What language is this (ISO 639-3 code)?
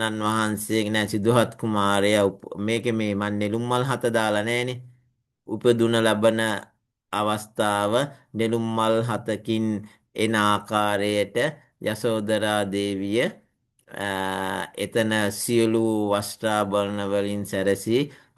sin